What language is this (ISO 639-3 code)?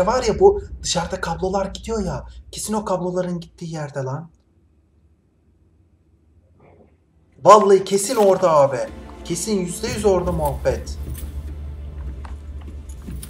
tur